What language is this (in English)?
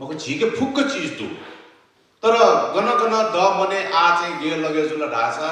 Newari